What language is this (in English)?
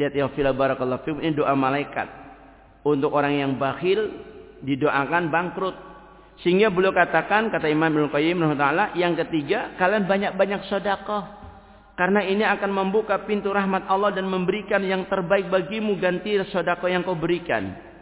Indonesian